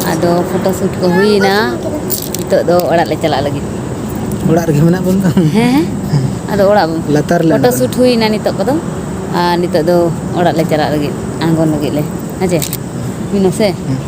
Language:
Santali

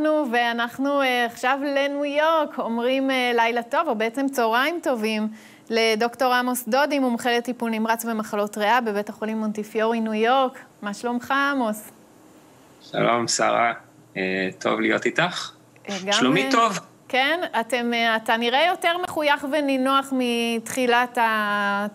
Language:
Hebrew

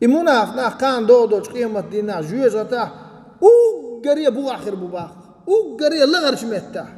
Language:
Chechen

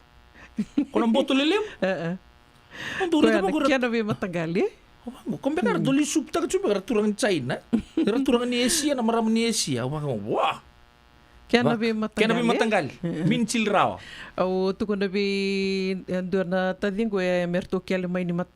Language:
Fijian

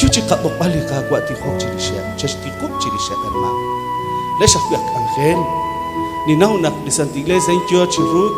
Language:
Kekchí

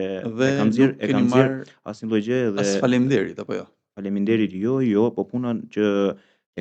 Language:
Albanian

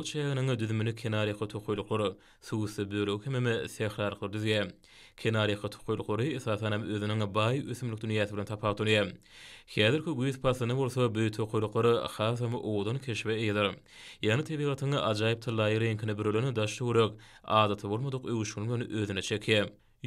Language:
Turkmen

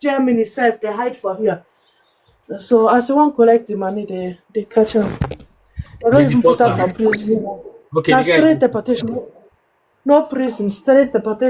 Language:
Nigerian Pidgin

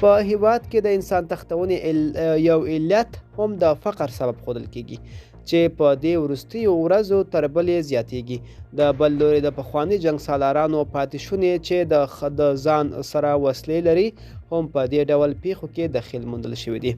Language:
Pashto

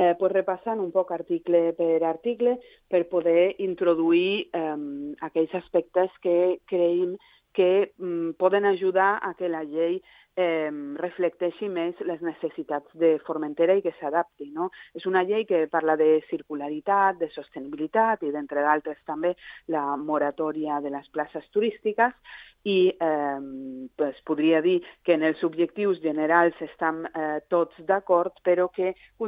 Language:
Catalan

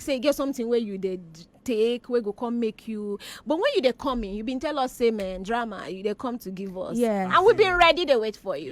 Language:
Nigerian Pidgin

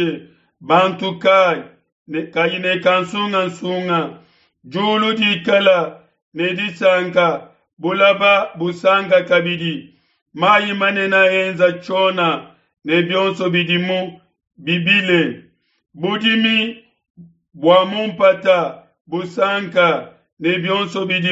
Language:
Luba-Lulua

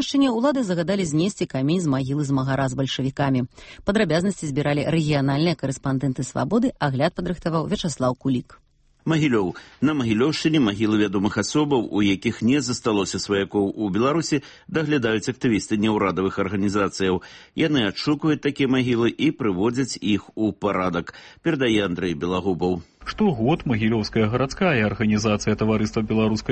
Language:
Belarusian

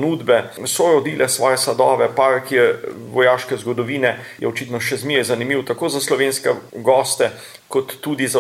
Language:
Slovenian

